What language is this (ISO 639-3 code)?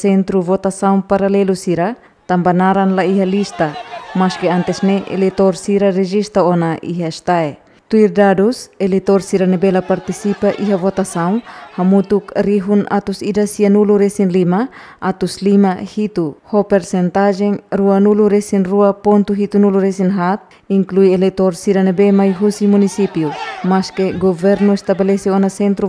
tet